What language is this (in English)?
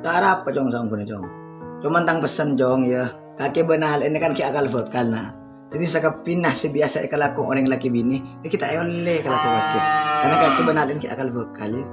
Madurese